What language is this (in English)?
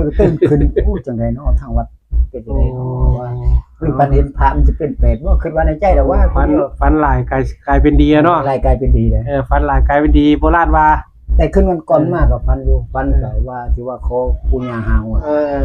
Northeastern Thai